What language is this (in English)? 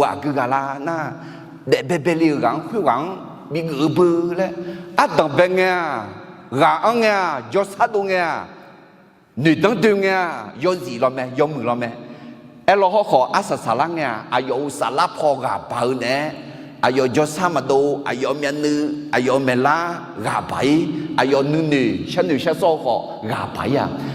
Akha